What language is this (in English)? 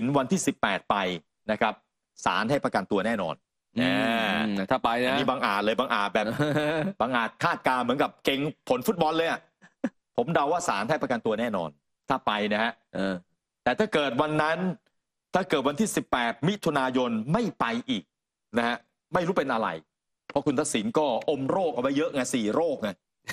Thai